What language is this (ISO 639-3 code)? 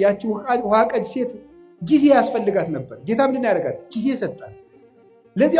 amh